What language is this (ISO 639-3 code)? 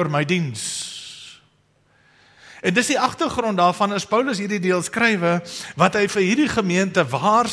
afr